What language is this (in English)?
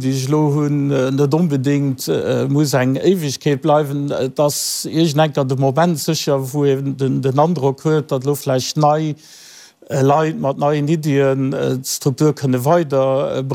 Luxembourgish